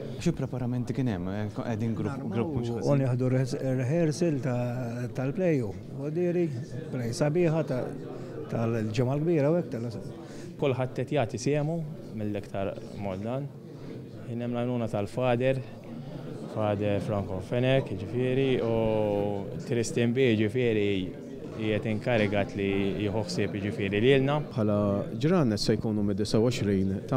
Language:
Maltese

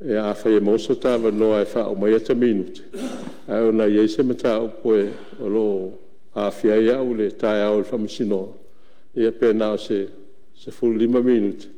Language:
Samoan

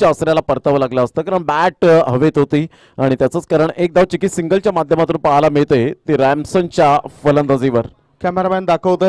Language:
Marathi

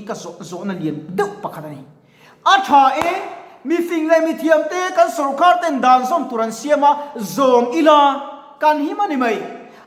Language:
Mizo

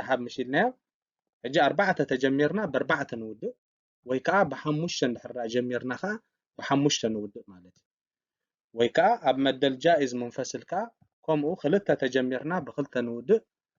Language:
Tigrinya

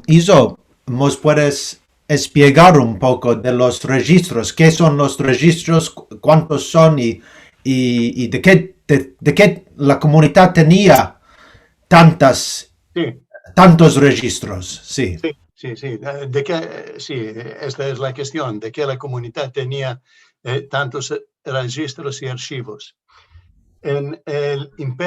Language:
Ladino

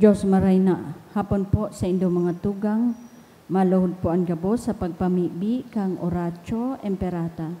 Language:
Bikol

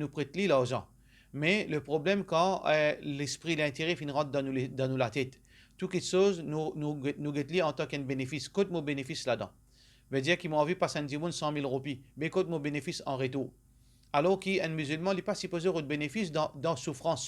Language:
Morisyen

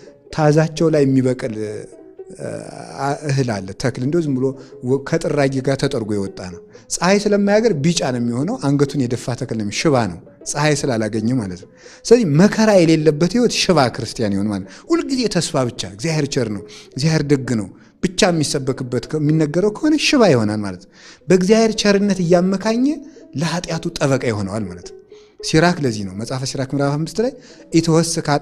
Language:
Amharic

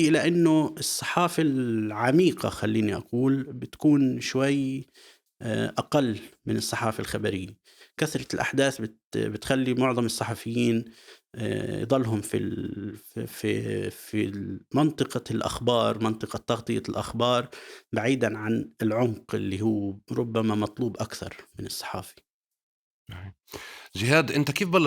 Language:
North Levantine Arabic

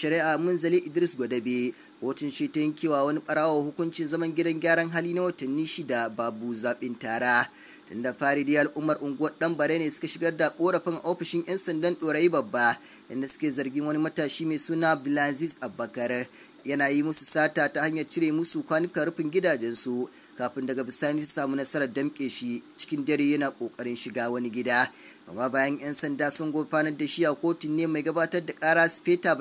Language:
Hausa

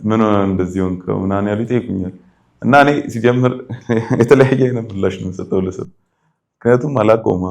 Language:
Amharic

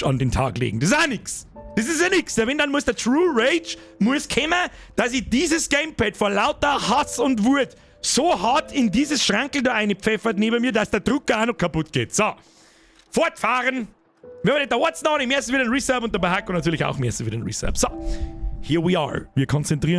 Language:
Bavarian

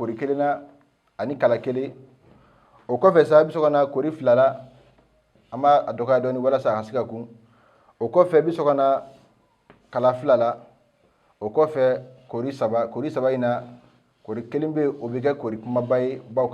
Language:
Bambara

